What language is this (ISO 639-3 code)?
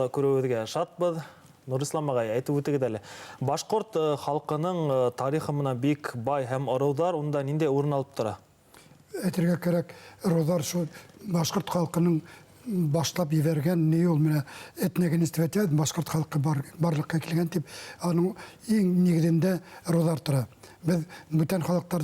bak